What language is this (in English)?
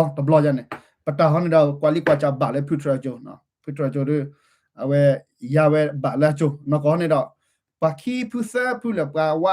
S'gaw Karen